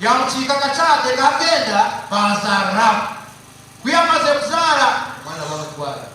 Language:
Nyankole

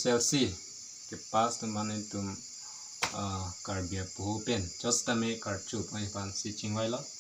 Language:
Karbi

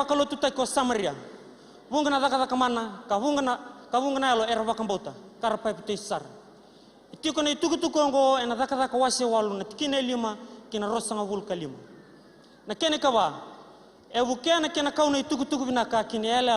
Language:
Fijian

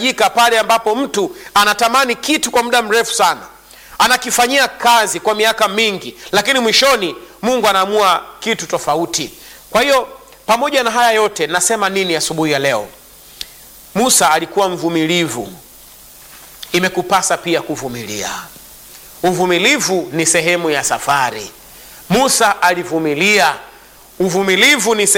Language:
Swahili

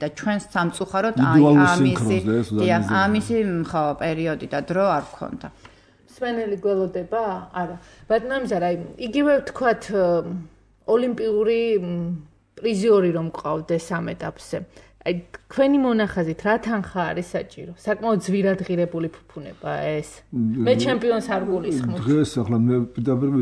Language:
Georgian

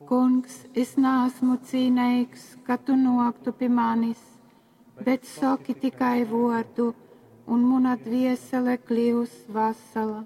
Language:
Latgalian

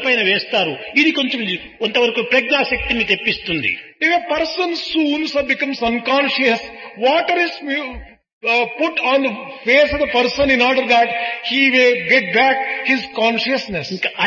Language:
Telugu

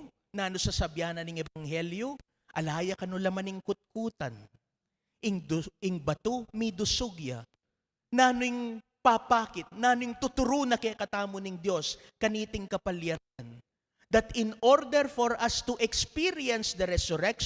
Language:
Pampanga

